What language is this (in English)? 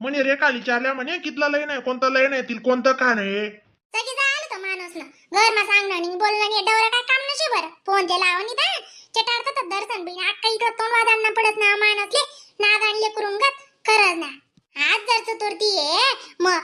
Khandesi